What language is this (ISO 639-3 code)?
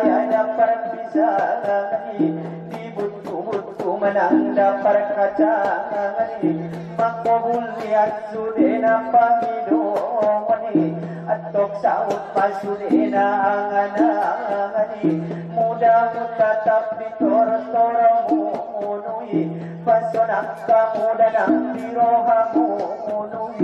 akb